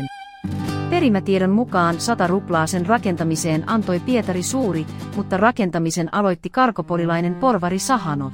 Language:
Finnish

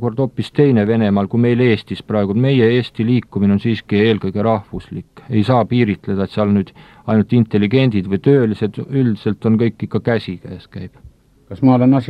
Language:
Estonian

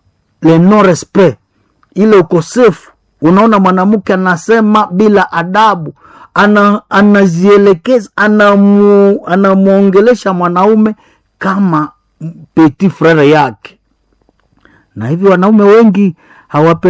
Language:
Swahili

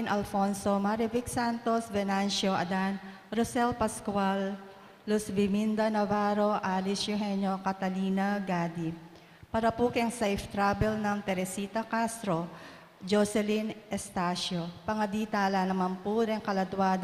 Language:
Pampanga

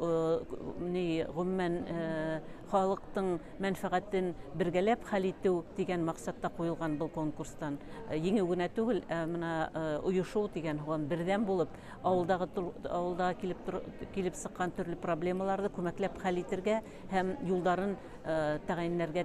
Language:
Bashkir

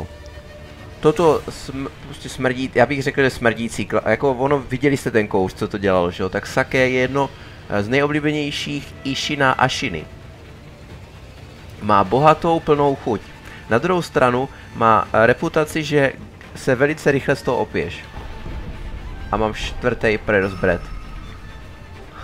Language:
Czech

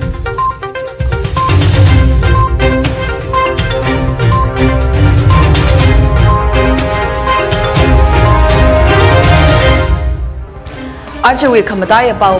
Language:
Tangkhul Naga (India)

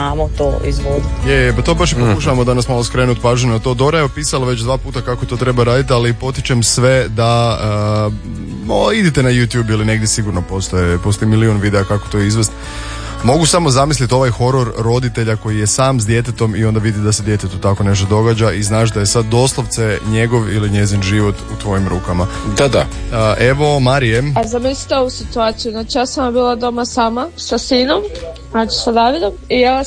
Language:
Croatian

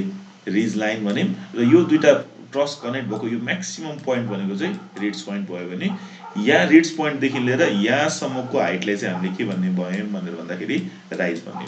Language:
Nepali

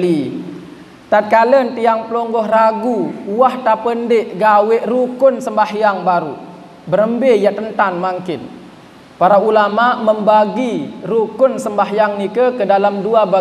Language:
Sasak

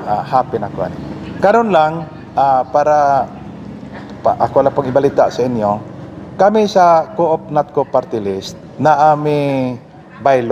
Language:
Cebuano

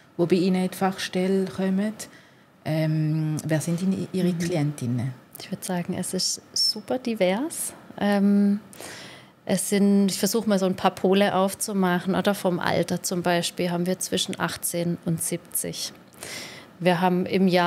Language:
Swiss German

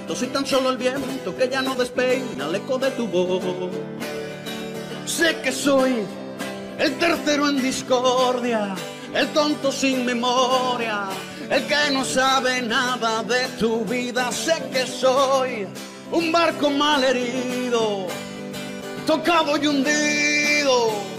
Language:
Spanish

